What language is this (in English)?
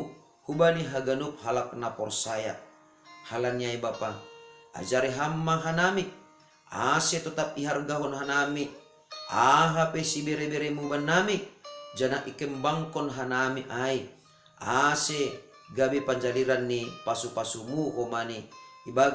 Batak Simalungun